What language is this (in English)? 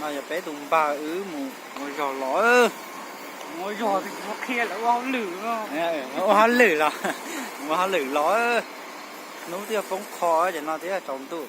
Hmong